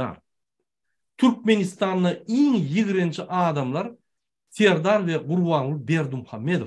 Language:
Turkmen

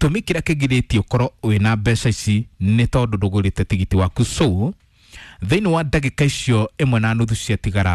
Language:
Kikuyu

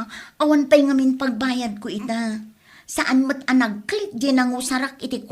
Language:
Iloko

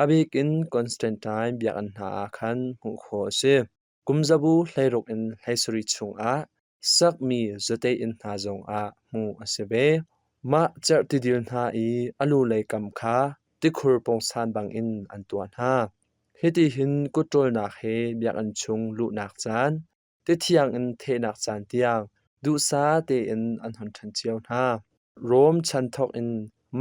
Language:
Hakha Chin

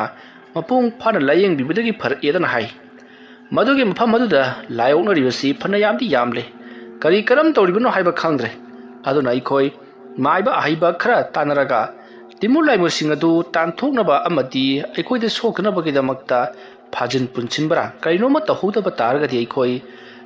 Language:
Manipuri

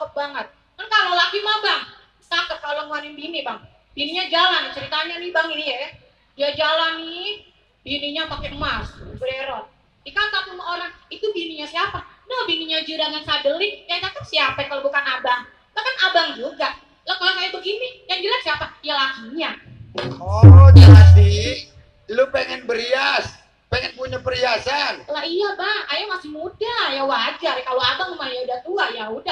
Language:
Betawi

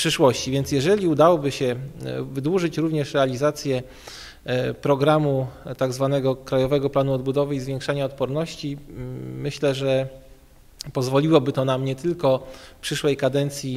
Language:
Polish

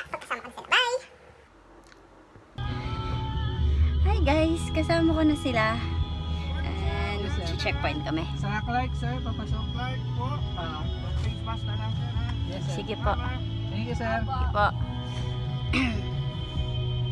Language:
Filipino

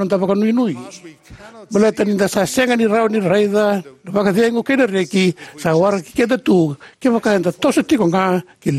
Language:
Fijian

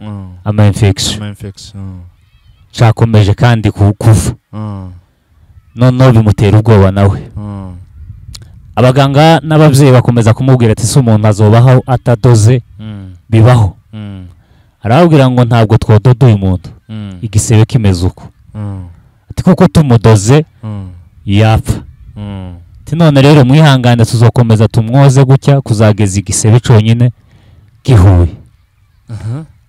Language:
Kinyarwanda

